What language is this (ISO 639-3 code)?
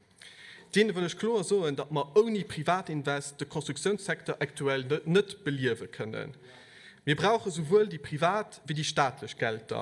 ltz